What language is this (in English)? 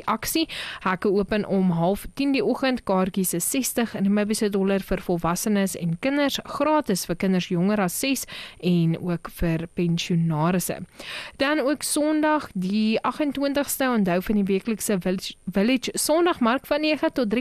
Afrikaans